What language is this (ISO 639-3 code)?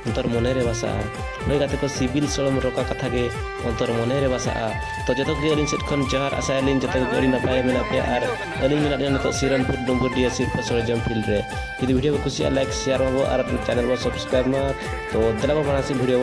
sat